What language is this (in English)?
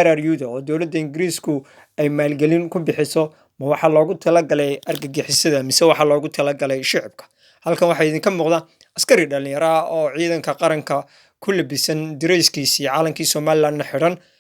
Somali